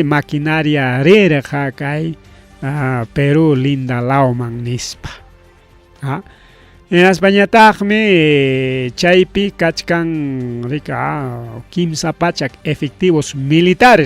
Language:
Ayacucho Quechua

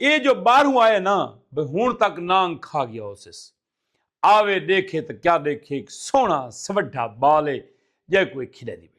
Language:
Saraiki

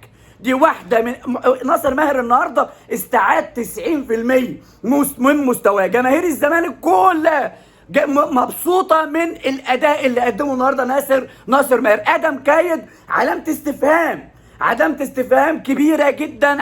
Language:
Egyptian Arabic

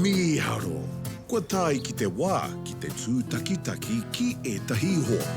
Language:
Māori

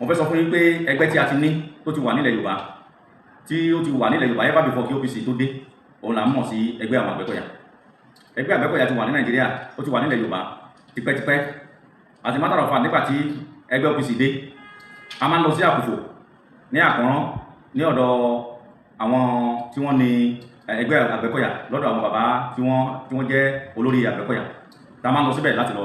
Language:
Yoruba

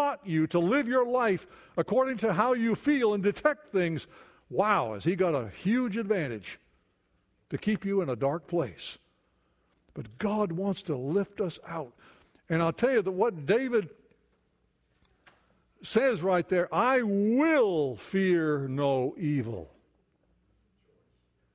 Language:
English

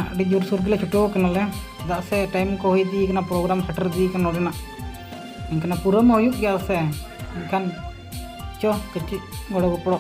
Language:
Santali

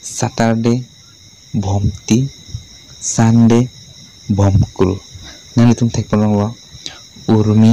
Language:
Karbi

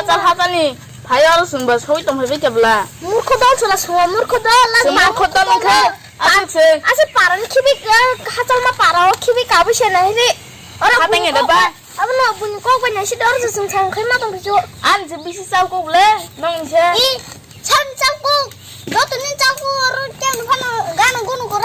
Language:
Kok Borok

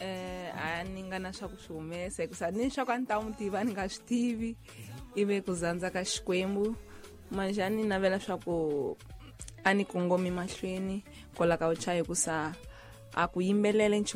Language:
Tsonga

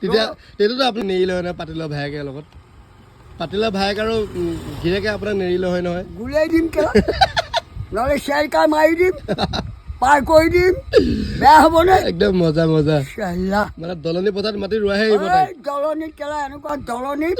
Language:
Assamese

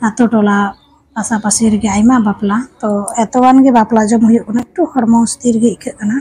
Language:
Santali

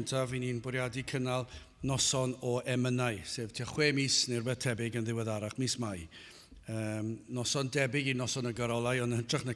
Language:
Welsh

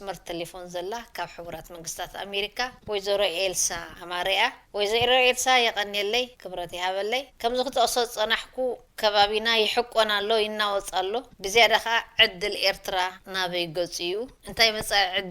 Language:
Tigrinya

